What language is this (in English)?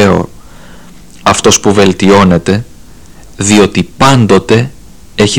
Greek